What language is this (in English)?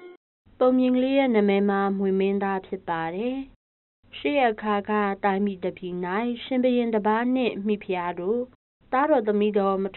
Burmese